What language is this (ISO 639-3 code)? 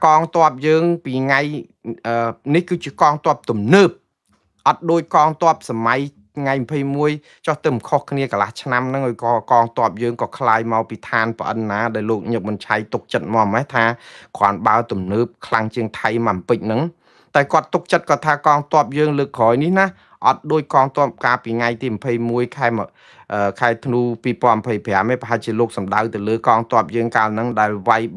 khm